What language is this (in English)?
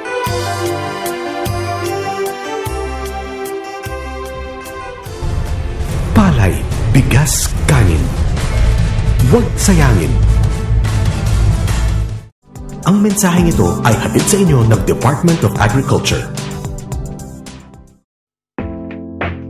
Filipino